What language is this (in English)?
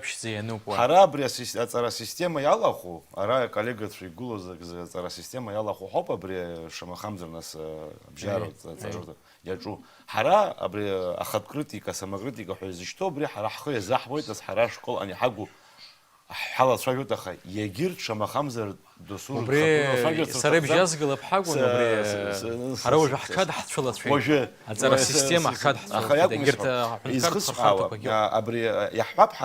Abkhazian